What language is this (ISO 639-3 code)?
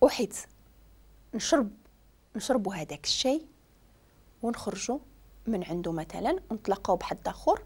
ary